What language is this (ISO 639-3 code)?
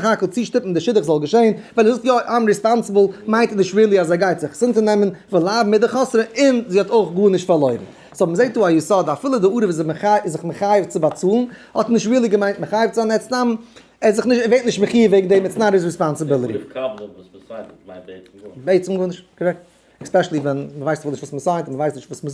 yid